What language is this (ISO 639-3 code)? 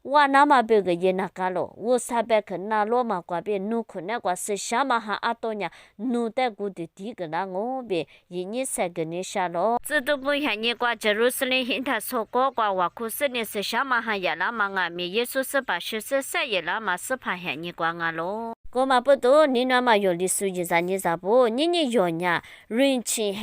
lis